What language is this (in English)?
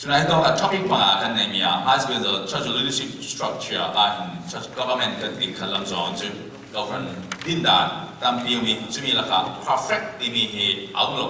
Falam Chin